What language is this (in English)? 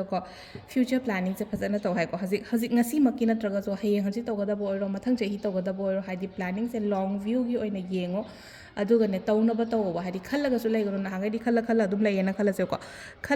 Manipuri